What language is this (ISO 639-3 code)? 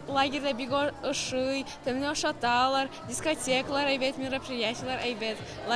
tat